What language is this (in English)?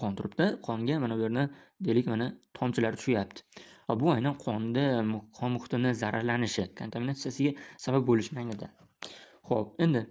Uzbek